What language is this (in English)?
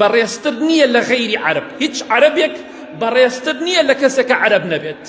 Central Kurdish